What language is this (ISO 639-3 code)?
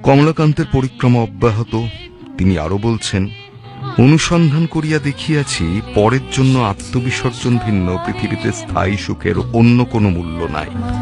ben